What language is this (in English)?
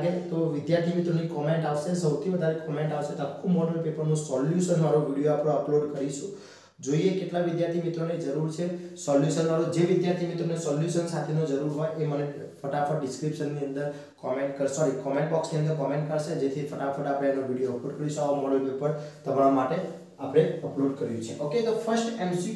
Gujarati